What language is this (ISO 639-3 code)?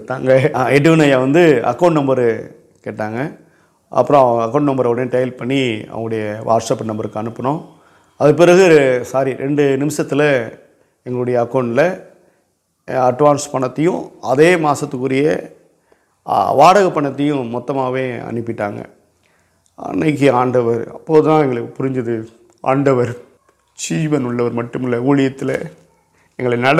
tam